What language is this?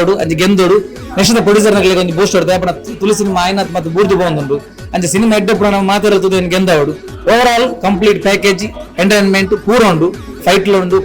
Tulu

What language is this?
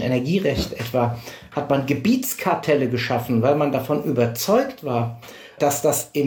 German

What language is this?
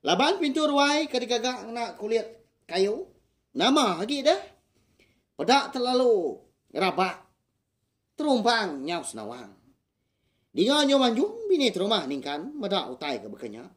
Iban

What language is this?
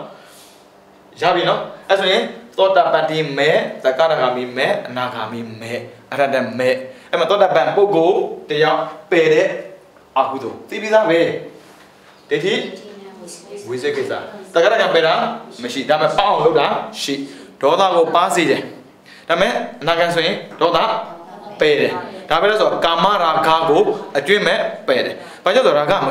Burmese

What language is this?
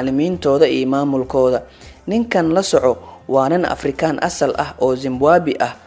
Somali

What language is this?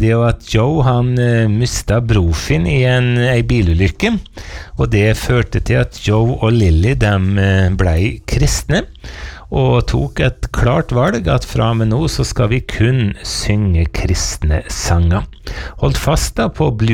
Norwegian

